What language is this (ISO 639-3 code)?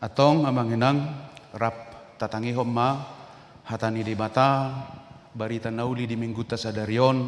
bbc